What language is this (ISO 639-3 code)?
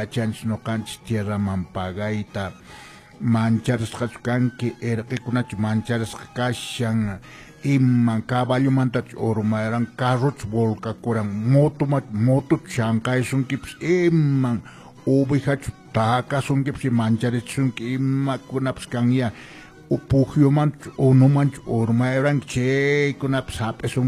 que